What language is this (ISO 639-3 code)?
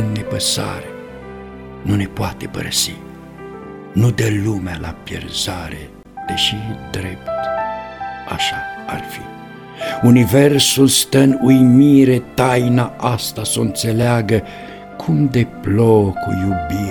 ron